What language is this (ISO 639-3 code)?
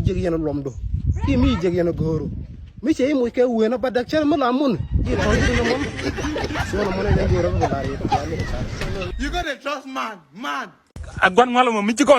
nus